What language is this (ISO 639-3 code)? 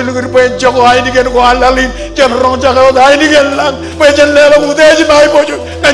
mah